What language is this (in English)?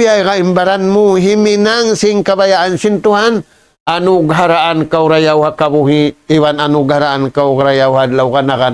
Tausug